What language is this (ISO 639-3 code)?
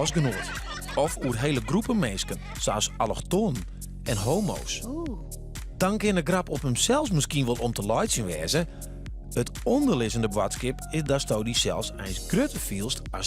fry